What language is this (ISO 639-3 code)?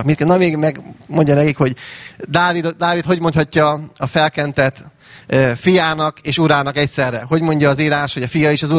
hun